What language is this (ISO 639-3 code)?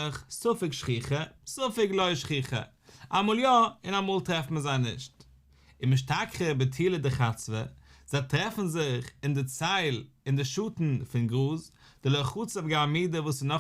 yid